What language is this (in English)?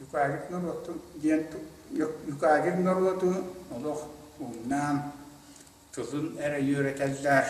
Yakut